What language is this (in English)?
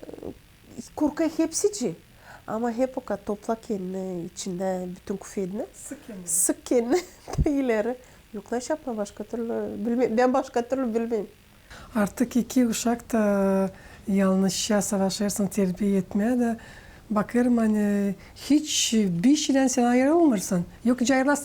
Gagauz